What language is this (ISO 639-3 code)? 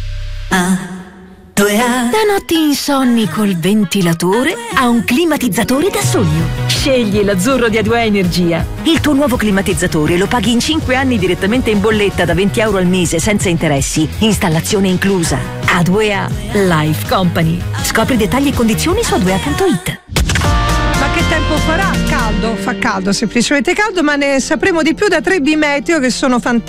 ita